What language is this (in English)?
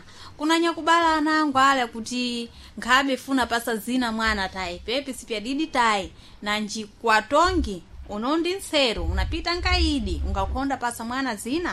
Sena